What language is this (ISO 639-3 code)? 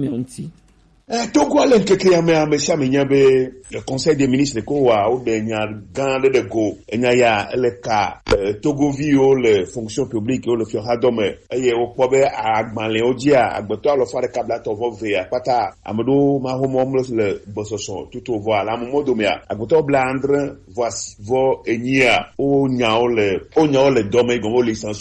gej